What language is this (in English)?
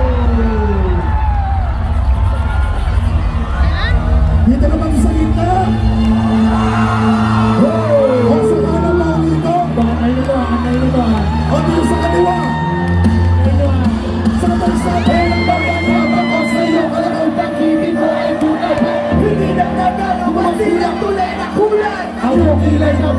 Filipino